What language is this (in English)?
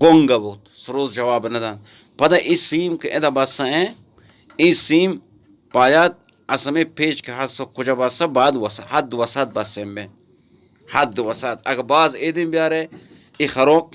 Eastern Balochi